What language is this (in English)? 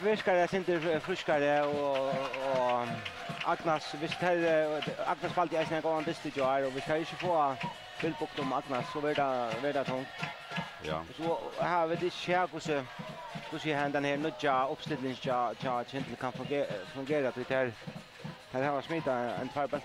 Faroese